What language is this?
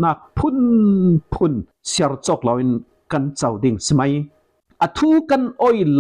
Falam Chin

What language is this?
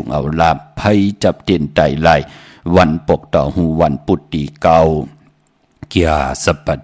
Shan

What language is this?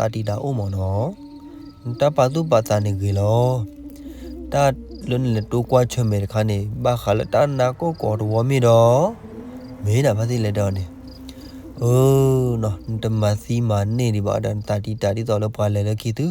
S'gaw Karen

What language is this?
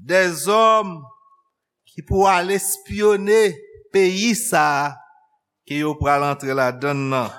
Haitian Creole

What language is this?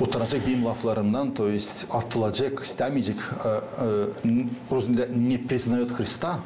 Gagauz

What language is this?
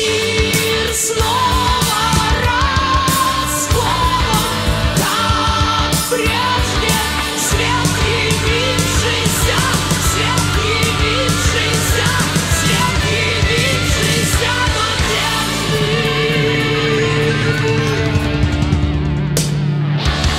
Russian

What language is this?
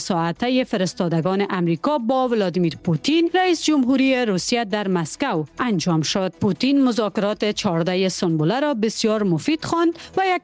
Persian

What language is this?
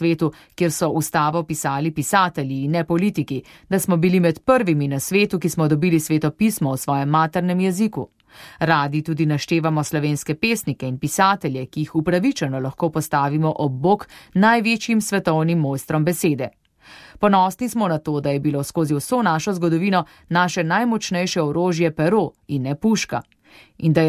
Slovenian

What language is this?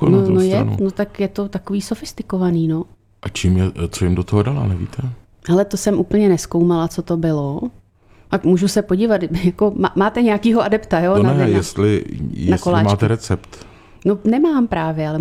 Czech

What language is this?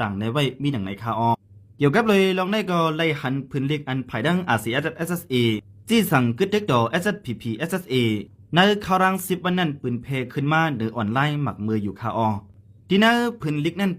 Shan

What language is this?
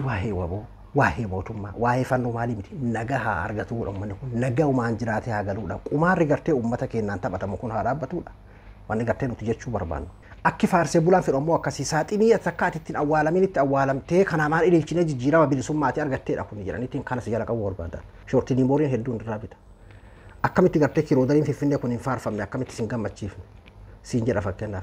Oromo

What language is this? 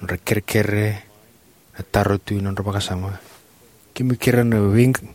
Fijian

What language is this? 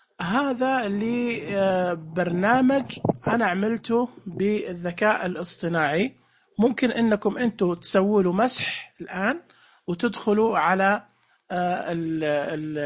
Najdi Arabic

